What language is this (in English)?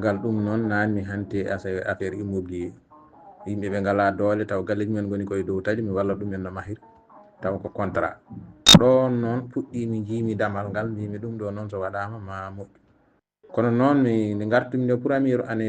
Fula